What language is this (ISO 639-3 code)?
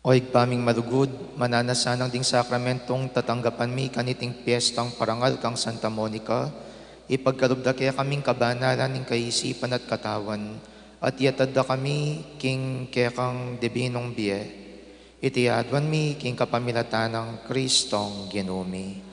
pam